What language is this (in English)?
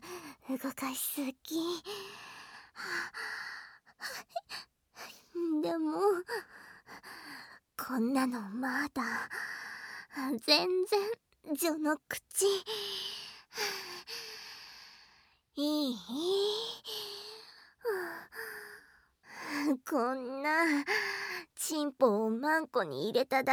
Japanese